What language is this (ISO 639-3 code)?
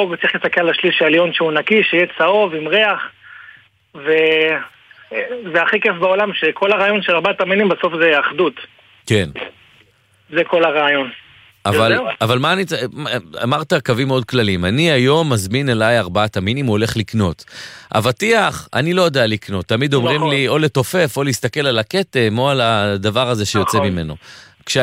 heb